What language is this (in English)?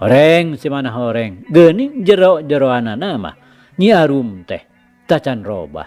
Sundanese